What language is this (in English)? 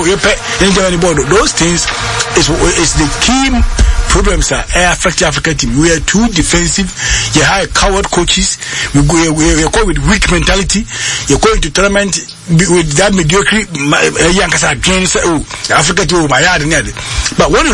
English